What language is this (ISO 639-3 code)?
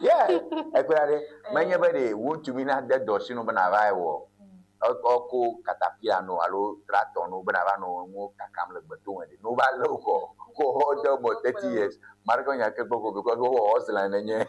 ewe